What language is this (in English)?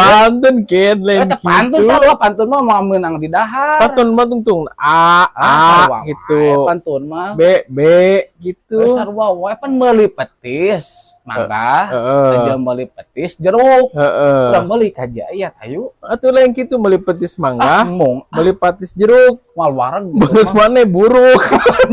Sundanese